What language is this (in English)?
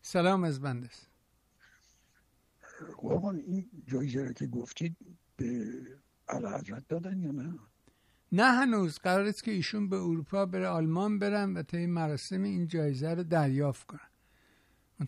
Persian